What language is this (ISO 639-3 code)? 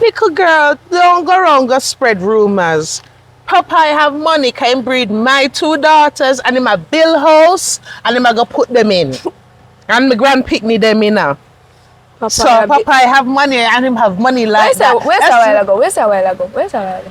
jam